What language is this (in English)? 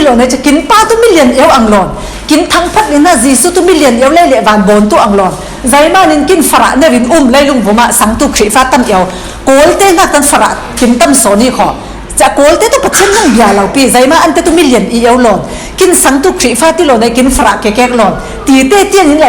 Falam Chin